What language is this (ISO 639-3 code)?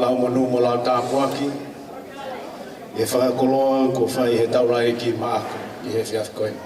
ton